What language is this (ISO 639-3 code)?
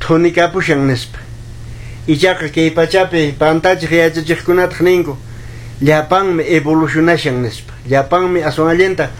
que